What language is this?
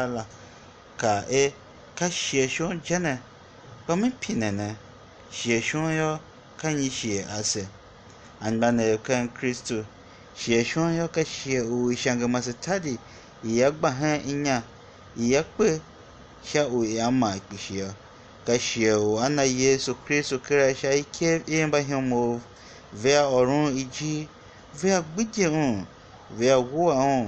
Tiv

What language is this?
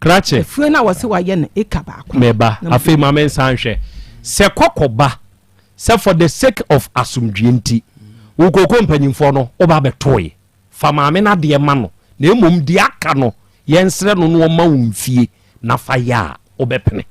Akan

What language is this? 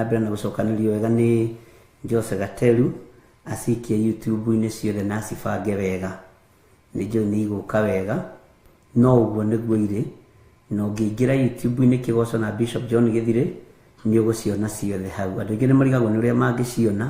Kikuyu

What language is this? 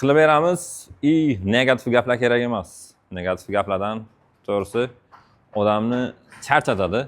Uzbek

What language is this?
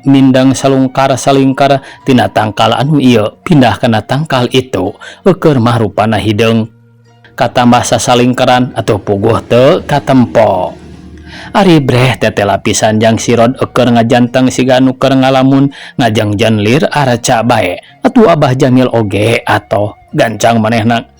Sundanese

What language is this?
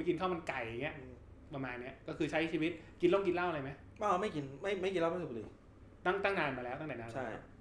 Thai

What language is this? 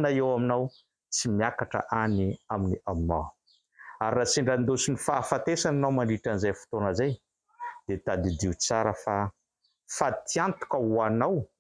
Malagasy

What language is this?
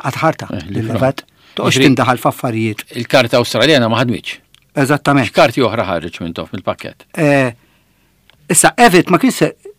Maltese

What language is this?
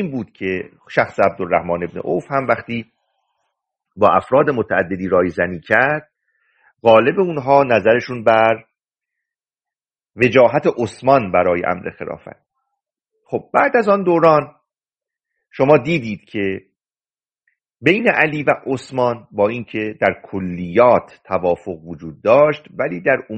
Persian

